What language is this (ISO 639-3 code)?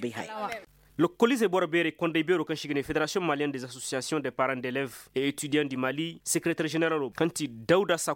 ses